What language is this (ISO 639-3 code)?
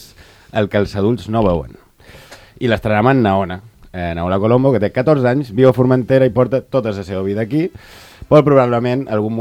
cat